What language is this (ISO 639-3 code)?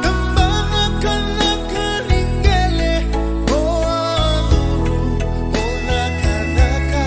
fij